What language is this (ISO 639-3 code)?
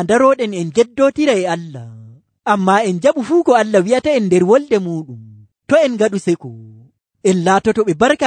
fuv